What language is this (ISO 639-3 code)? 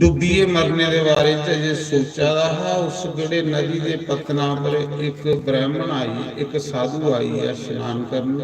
doi